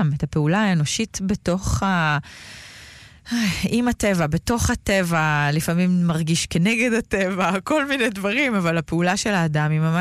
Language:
Hebrew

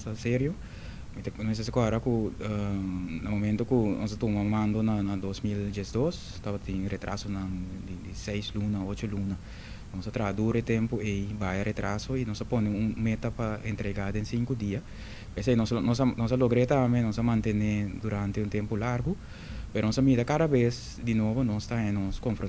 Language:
Papiamento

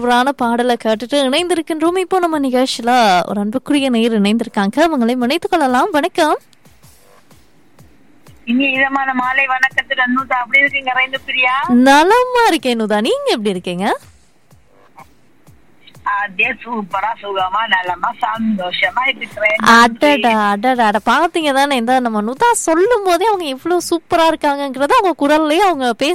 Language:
Tamil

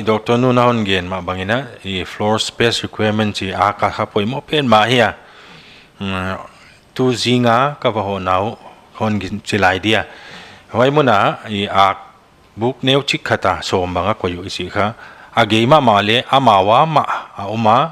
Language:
Paite Chin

